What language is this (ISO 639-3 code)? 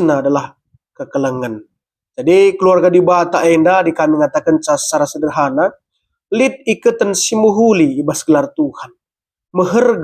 btx